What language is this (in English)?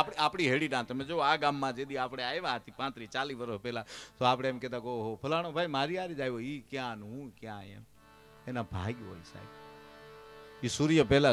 Gujarati